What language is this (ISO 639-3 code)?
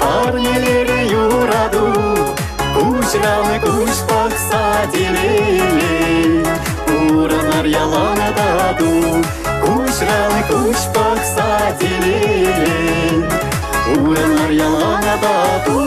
chv